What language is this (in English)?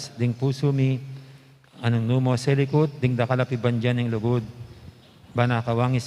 Pampanga